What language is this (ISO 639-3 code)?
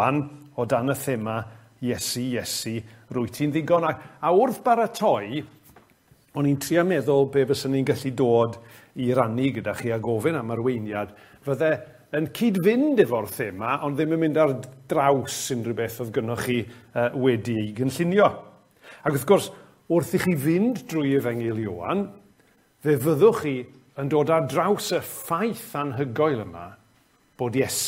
cym